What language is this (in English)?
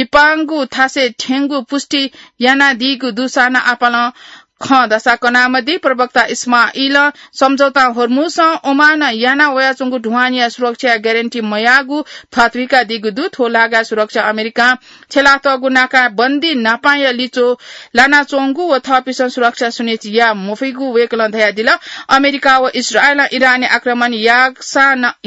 Newari